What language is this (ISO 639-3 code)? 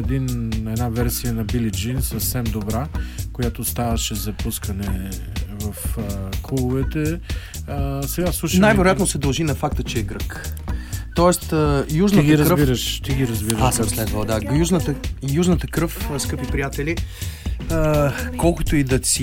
bul